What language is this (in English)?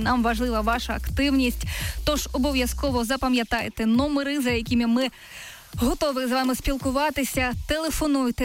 Ukrainian